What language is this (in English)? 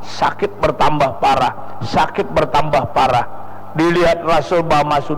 Banjar